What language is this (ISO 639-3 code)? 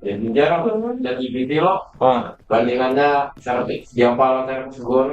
bjn